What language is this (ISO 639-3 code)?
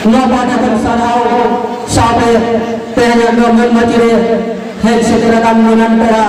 sat